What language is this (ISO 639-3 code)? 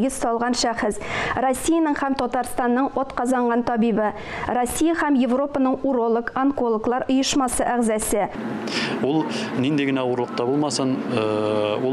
tat